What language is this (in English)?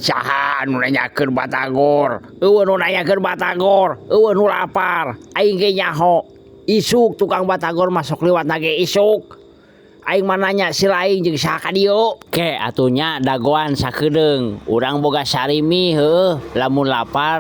Sundanese